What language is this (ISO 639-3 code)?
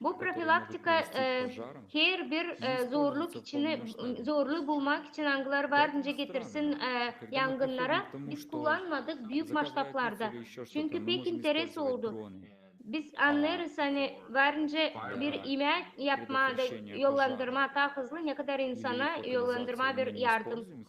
gag